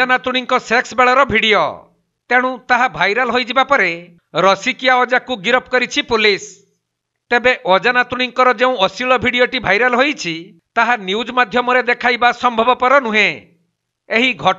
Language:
Odia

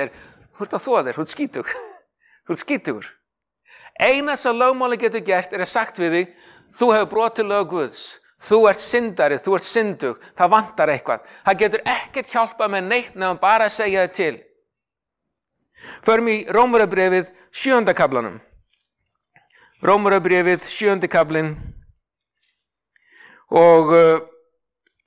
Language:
Icelandic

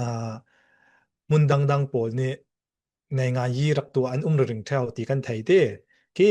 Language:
Falam Chin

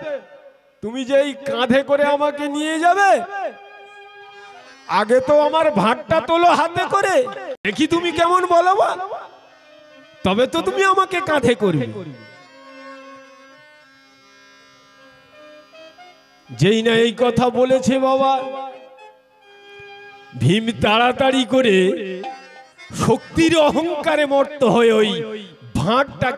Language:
Bangla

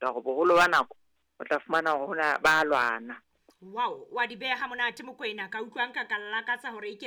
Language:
Southern Sotho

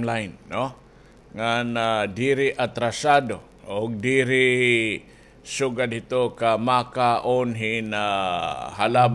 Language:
Waray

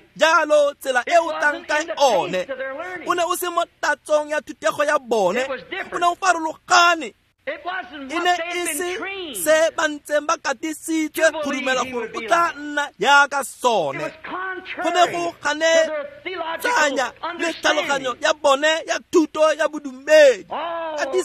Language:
Tswana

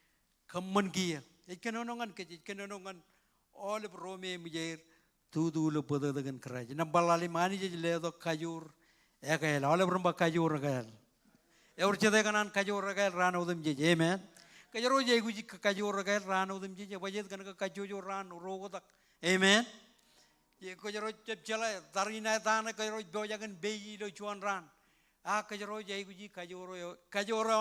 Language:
Marshallese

